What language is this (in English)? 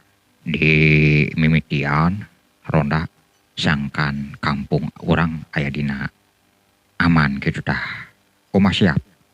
Sundanese